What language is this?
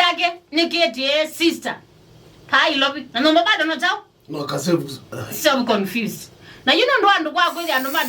Kamba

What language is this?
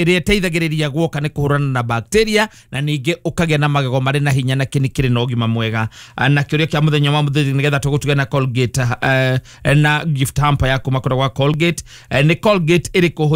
Kikuyu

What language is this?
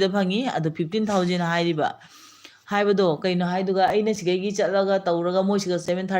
Manipuri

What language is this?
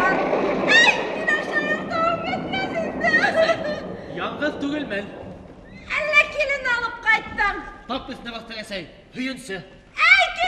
Bashkir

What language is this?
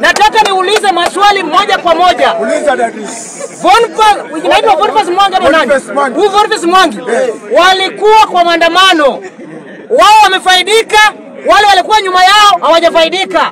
Swahili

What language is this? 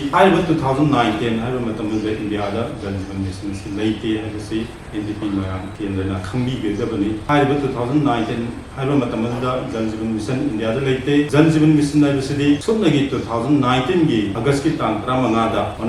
Manipuri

